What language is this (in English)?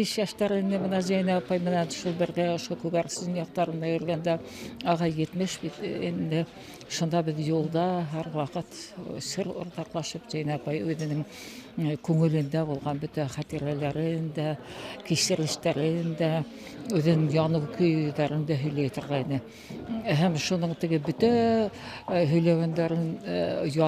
Bashkir